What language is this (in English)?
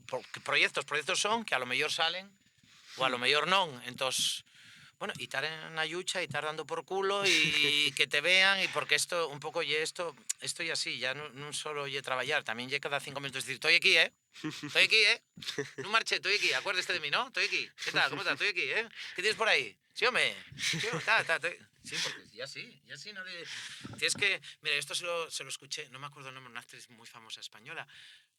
Asturian